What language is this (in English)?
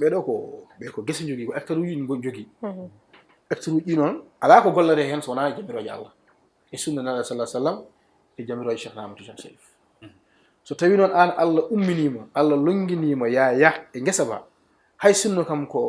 Fula